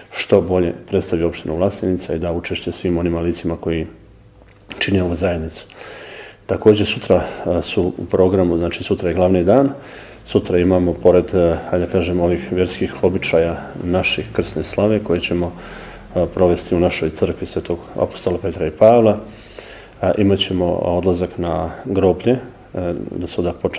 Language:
Serbian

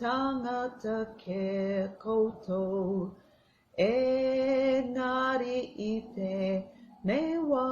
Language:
Māori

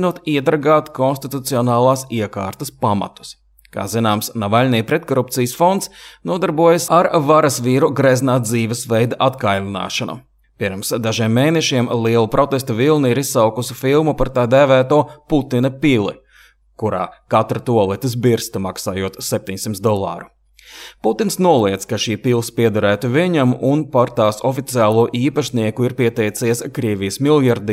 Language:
Latvian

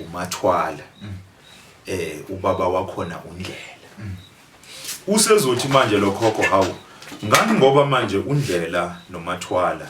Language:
Zulu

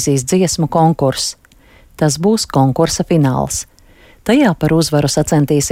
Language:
Latvian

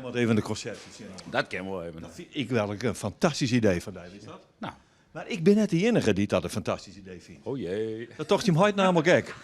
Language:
Western Frisian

